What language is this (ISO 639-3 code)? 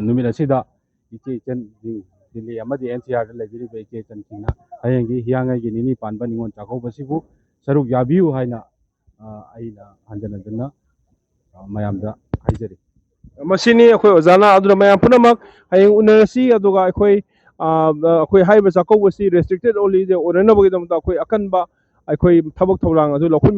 mni